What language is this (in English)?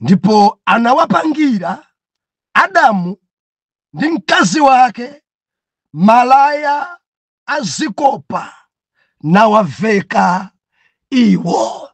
Nyanja